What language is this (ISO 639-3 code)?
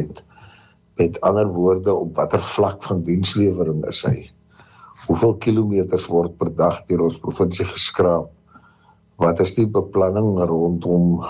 afr